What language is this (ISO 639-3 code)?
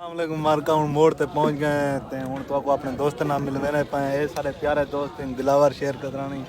skr